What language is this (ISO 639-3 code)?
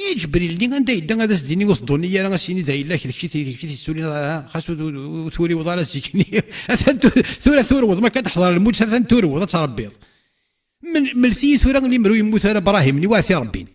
kab